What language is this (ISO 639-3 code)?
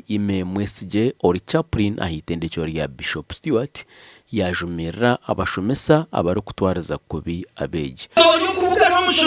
nyn